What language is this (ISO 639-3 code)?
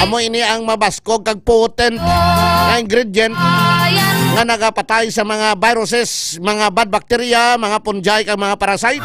hil